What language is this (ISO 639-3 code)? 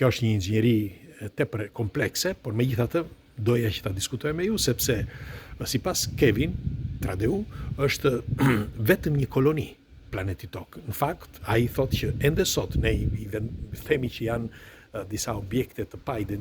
sqi